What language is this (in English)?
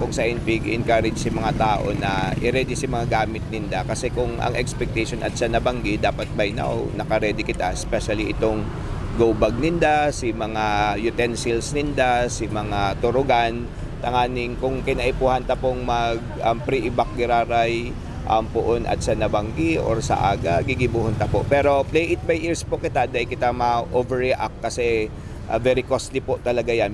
Bikol